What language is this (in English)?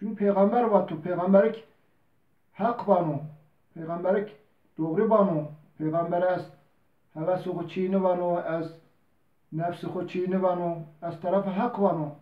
Zaza